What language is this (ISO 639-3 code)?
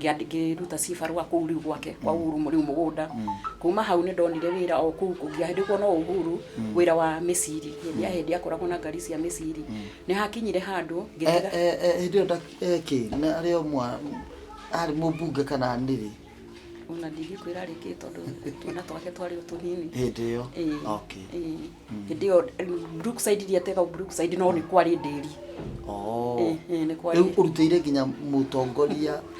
kik